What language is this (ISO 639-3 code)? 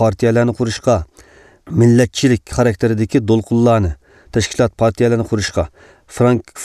uig